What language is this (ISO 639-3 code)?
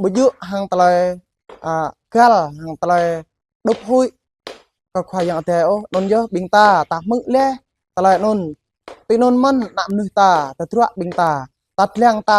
jra